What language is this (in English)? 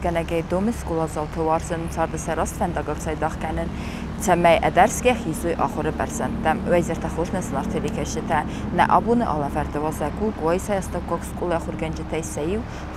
Ossetic